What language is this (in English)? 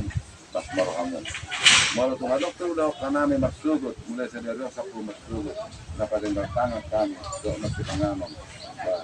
Batak Toba